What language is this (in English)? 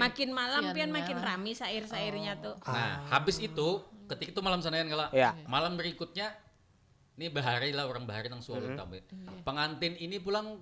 Banjar